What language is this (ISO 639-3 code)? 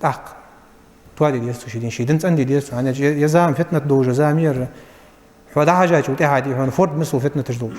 inh